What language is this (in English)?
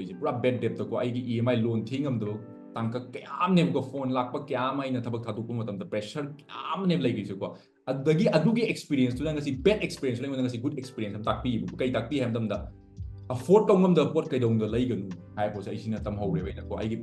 Manipuri